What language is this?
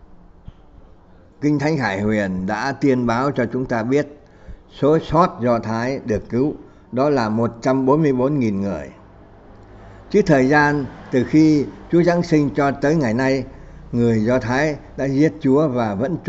Vietnamese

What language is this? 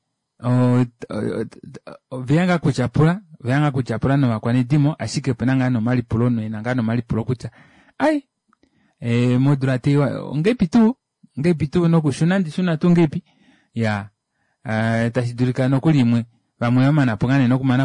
Kuanyama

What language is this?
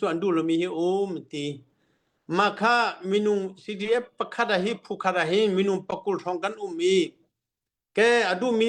Hakha Chin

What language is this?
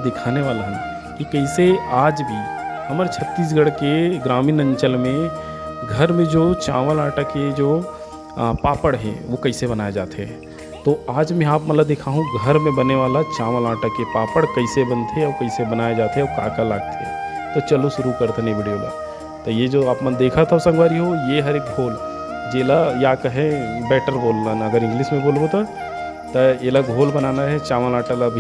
Chhattisgarhi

